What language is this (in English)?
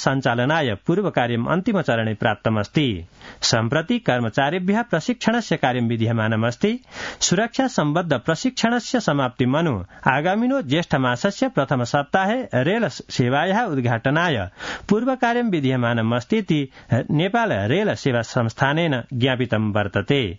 Sanskrit